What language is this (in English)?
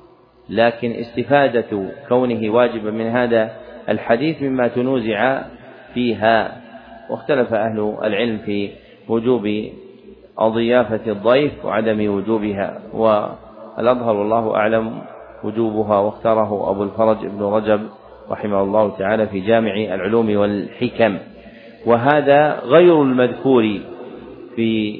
Arabic